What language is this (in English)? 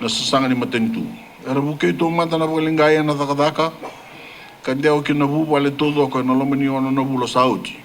Fijian